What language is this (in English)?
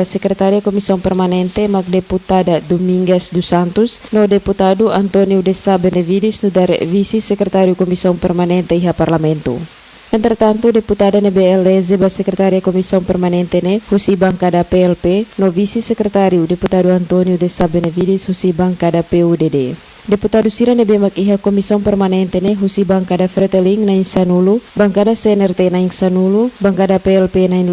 Tetum